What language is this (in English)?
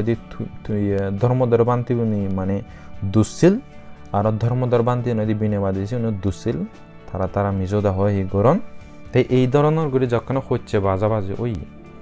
Chakma